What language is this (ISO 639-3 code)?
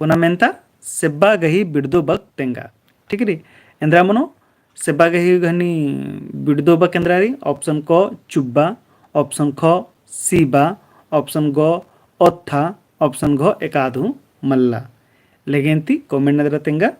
kru